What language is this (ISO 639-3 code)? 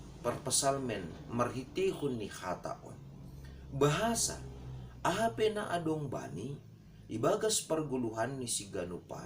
bts